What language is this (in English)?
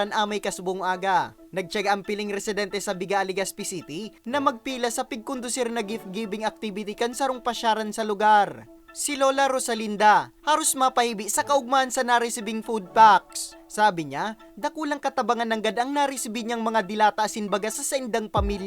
Bikol